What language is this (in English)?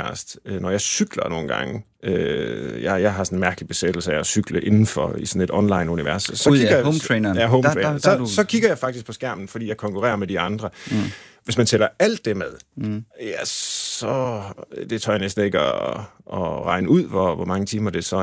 Danish